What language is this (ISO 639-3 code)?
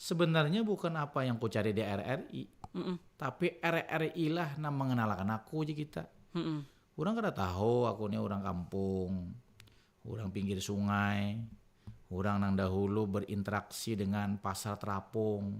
bjn